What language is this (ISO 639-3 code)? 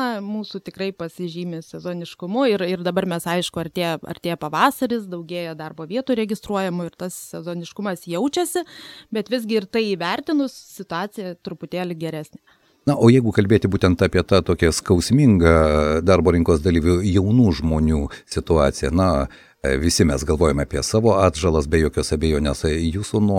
lit